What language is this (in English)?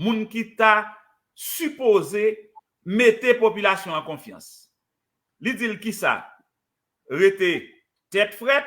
Haitian Creole